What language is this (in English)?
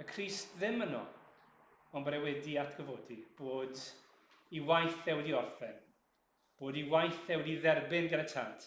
Welsh